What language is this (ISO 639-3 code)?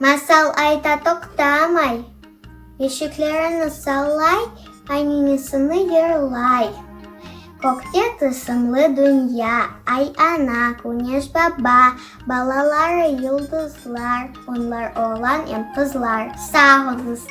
crh